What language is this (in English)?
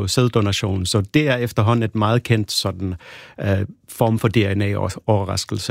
Danish